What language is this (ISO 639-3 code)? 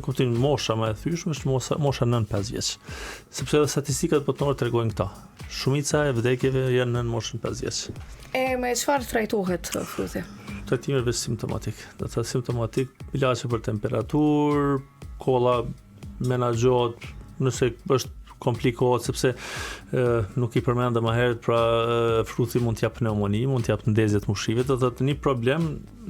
sqi